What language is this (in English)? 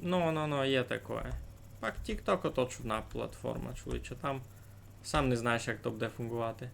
Rusyn